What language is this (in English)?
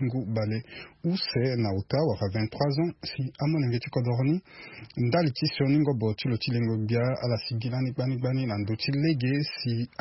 Sango